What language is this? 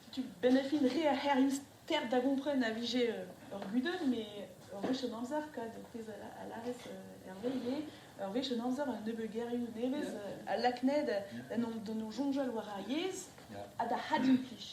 Breton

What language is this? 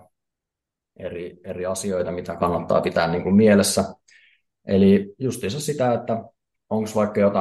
Finnish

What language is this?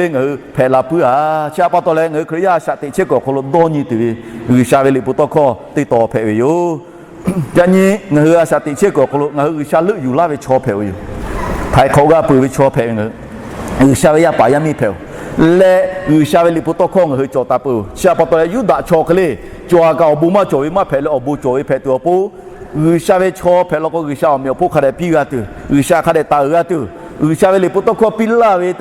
Lahu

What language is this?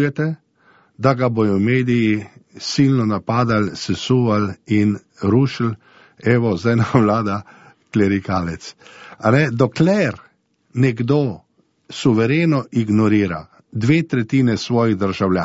Slovenian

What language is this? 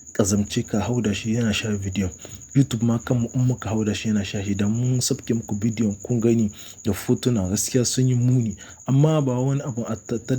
Hausa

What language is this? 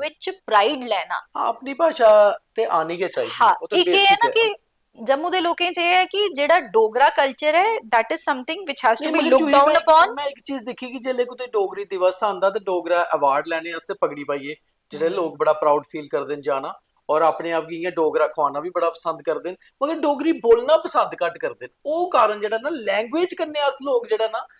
Dogri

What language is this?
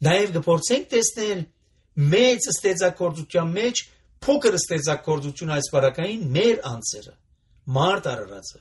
Armenian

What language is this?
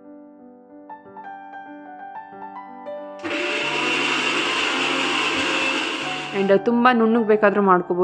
Kannada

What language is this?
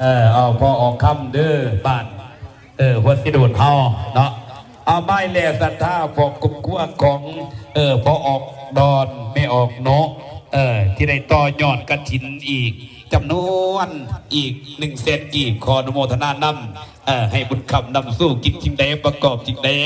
Lao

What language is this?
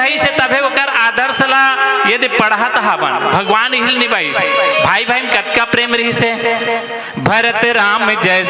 Chhattisgarhi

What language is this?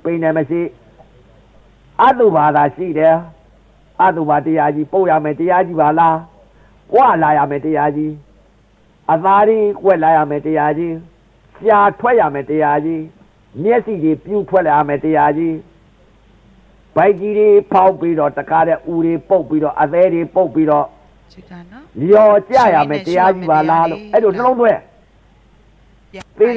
Burmese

